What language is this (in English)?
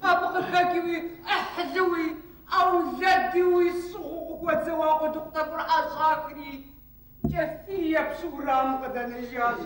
Kabardian